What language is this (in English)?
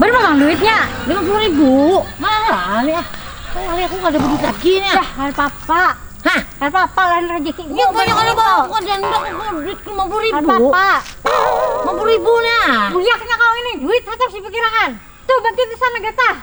Banjar